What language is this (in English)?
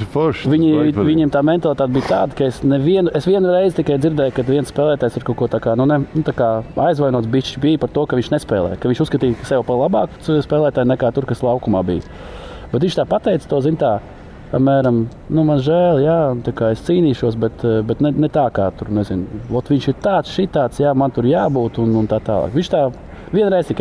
Latvian